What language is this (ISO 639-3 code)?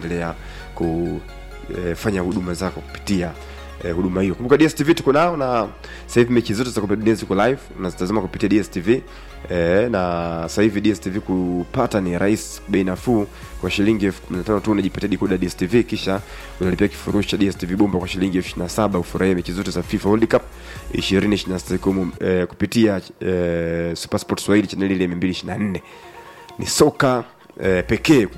swa